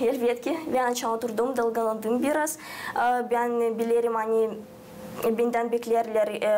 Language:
Gagauz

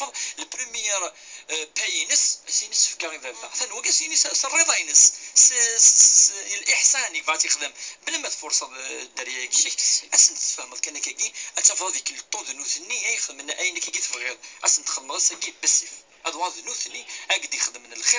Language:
Kabyle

